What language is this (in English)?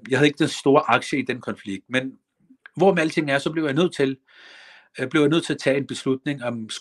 Danish